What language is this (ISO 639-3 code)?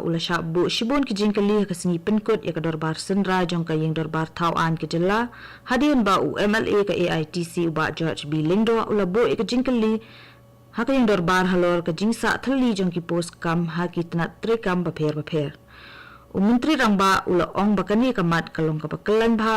kha